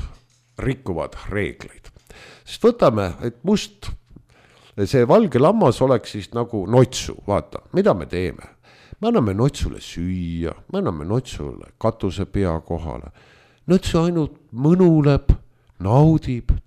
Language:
Estonian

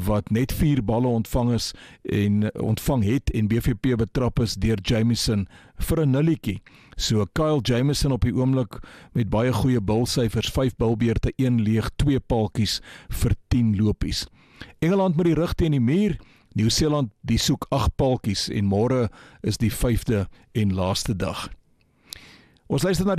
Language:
Afrikaans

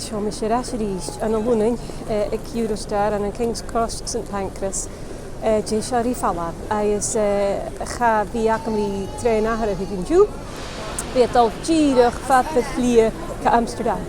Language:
Scottish Gaelic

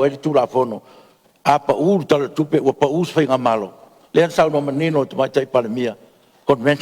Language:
Samoan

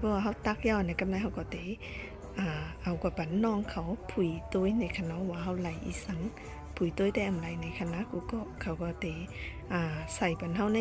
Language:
Shan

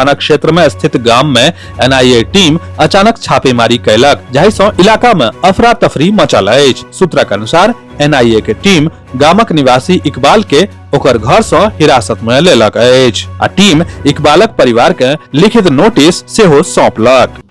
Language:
Maithili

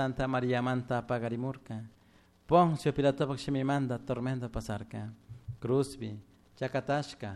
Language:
Chimborazo Highland Quichua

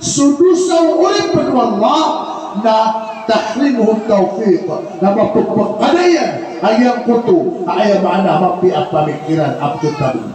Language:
Maranao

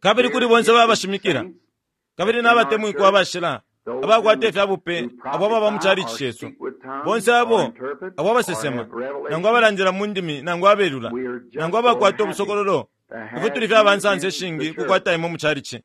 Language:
Bemba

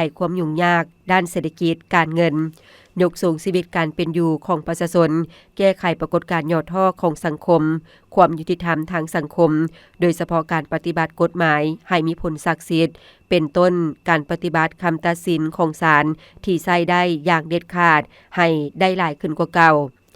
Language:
Lao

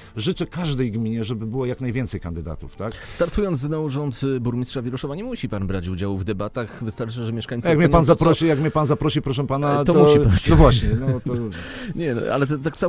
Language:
Polish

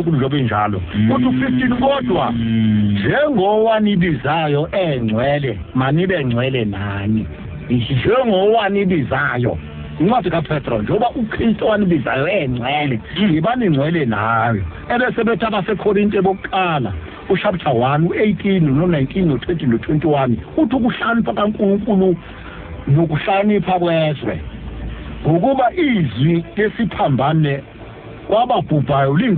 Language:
Zulu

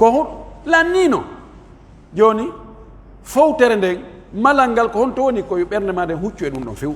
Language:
Pular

